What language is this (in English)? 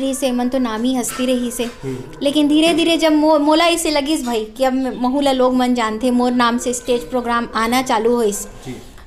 Chhattisgarhi